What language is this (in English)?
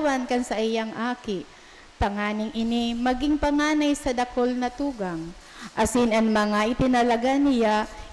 Bikol